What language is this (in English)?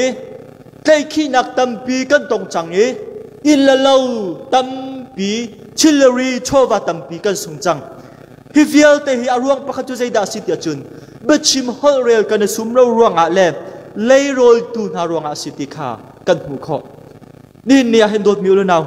Hakha Chin